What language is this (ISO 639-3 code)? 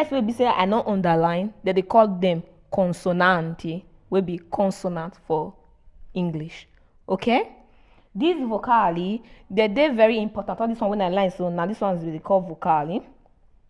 pcm